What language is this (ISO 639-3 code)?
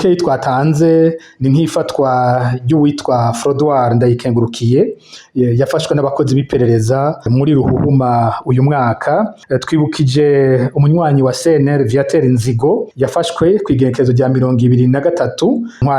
run